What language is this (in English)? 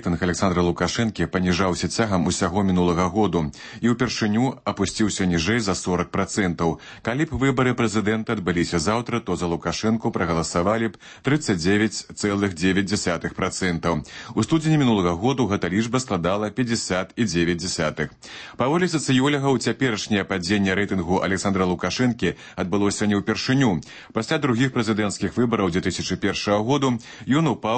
Belarusian